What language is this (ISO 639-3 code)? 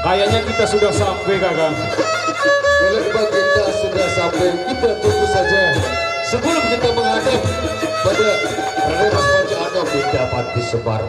sas